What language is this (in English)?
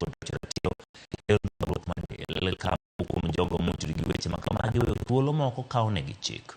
Luo (Kenya and Tanzania)